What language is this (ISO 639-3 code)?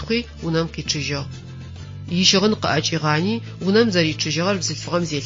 ady